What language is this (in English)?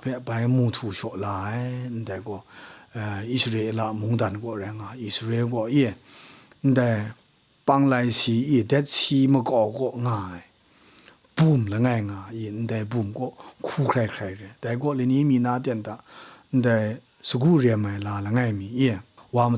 Kachin